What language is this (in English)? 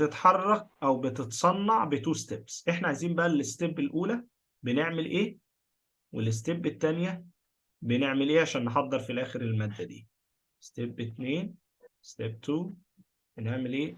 Egyptian Arabic